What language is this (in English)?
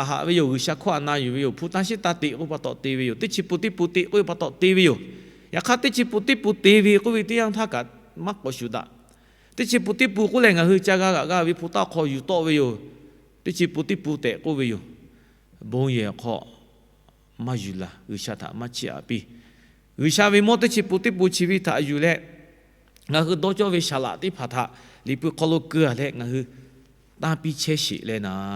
Lahu